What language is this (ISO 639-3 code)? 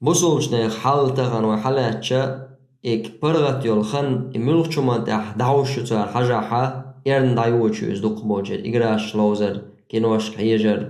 che